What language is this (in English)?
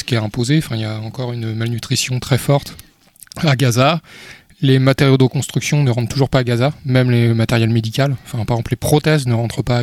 French